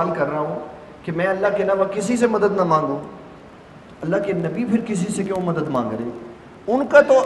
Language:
Urdu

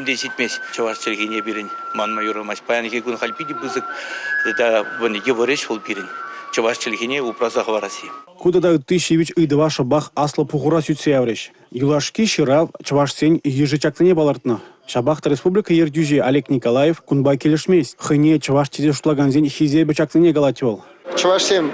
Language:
Chuvash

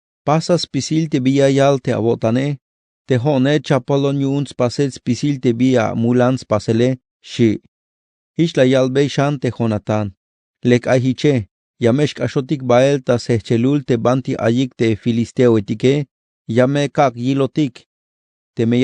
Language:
Tzeltal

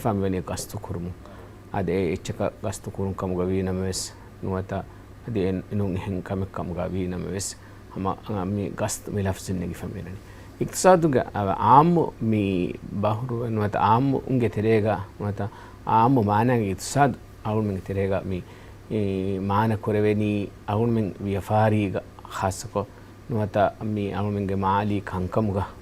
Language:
Divehi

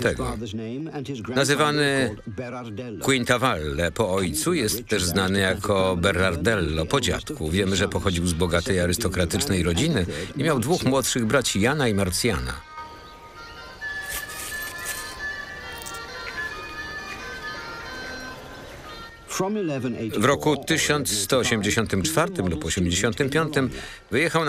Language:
Polish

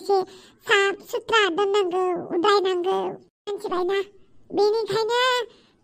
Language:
Bodo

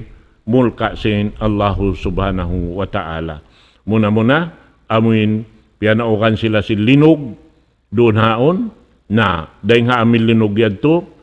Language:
Tausug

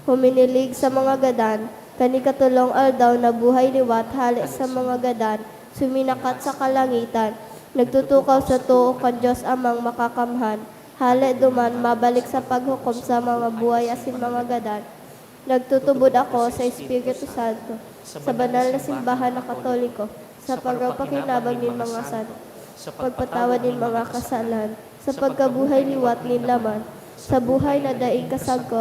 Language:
Bikol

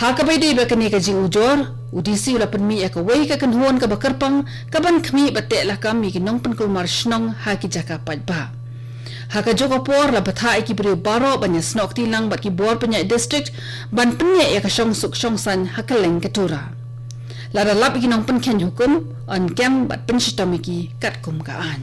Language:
Khasi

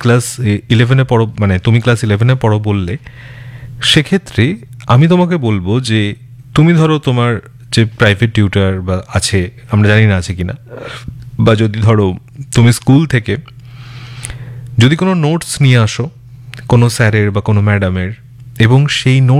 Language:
Bangla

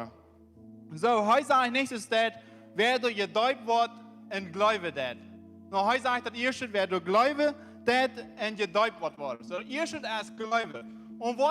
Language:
Plautdietsch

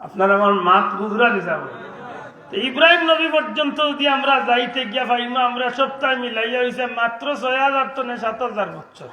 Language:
Sylheti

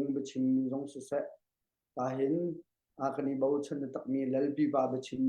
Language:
Hakha Chin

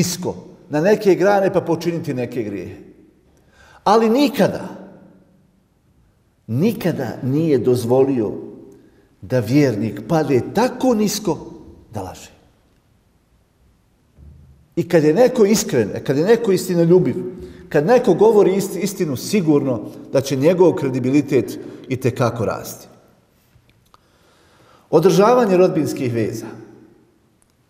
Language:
Bosnian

